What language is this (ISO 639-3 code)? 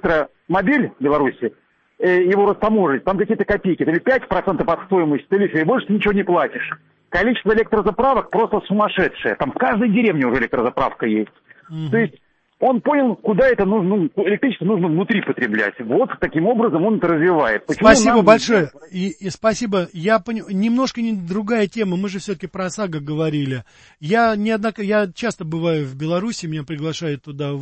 rus